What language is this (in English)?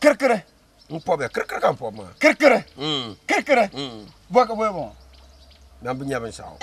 Dagbani